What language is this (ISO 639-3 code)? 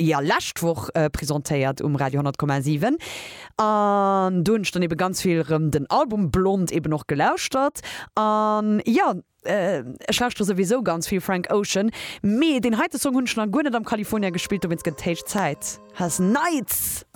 ltz